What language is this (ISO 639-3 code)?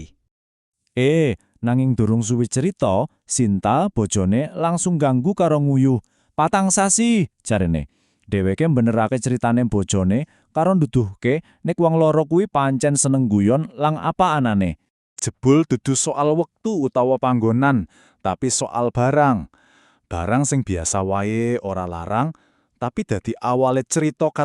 jav